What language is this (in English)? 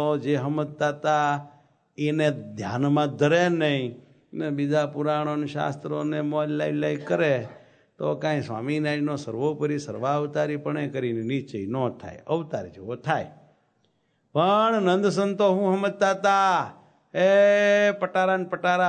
Gujarati